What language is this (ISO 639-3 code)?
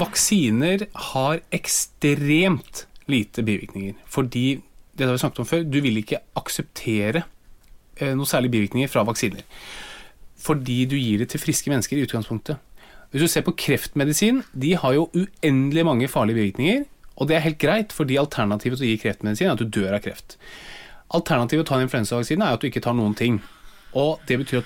nor